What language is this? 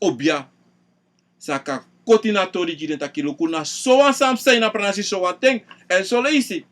Sranan Tongo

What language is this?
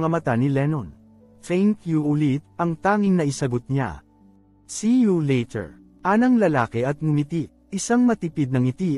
Filipino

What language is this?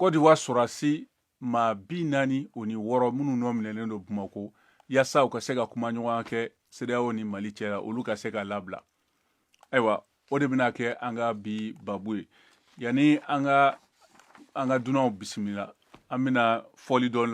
Bambara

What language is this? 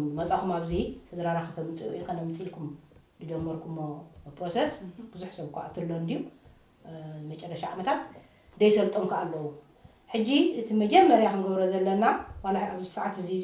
Tigrinya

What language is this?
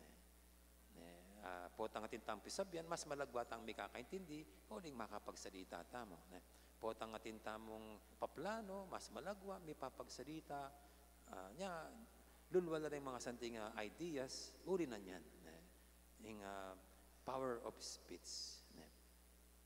Pampanga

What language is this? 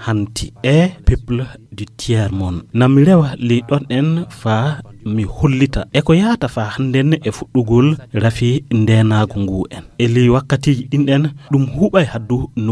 Fula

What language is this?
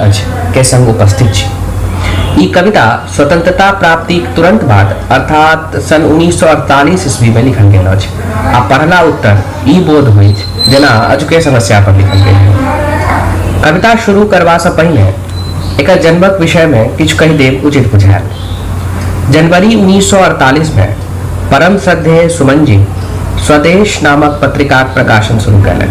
Maithili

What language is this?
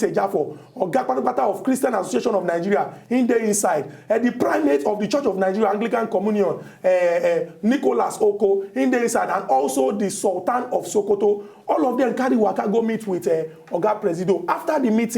Nigerian Pidgin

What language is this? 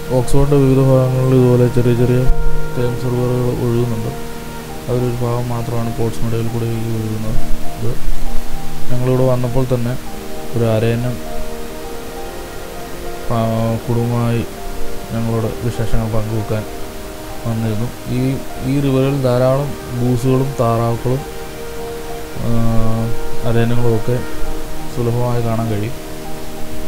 Malayalam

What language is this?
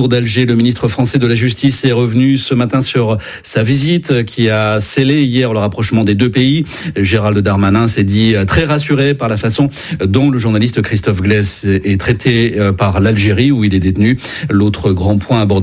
French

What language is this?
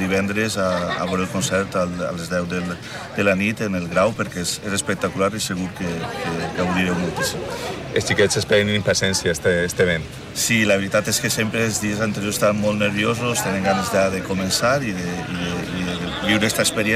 Catalan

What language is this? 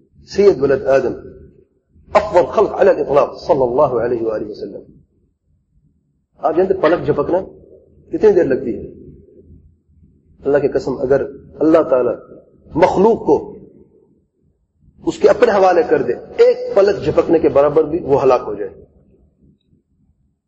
Urdu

